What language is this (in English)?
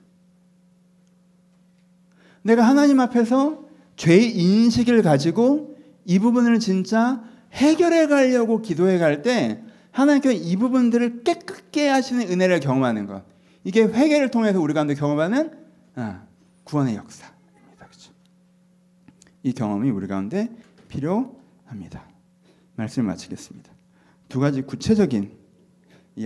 Korean